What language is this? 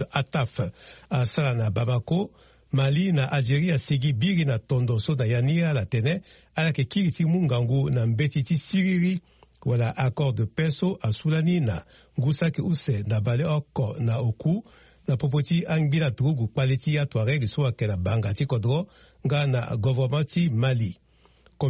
Sango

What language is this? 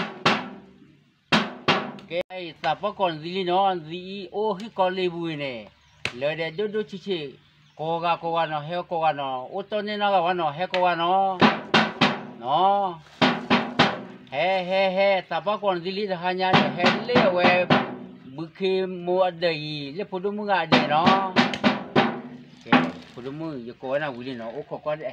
S'gaw Karen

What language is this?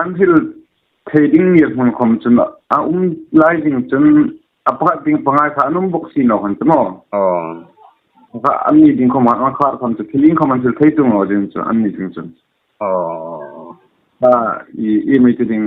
Hmar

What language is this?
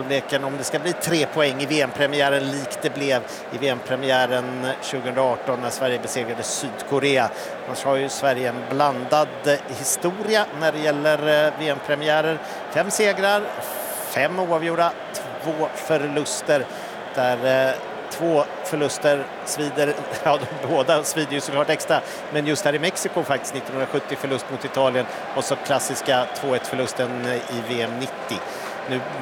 Swedish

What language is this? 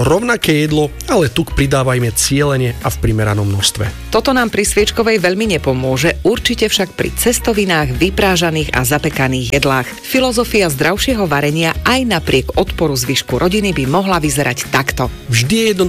Slovak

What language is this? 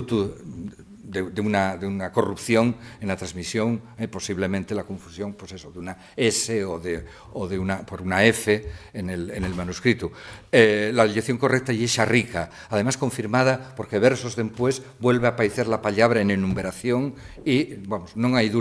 Asturian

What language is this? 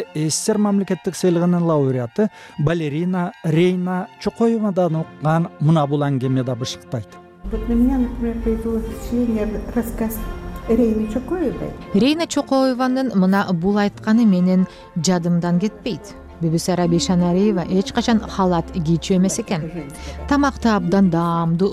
Kyrgyz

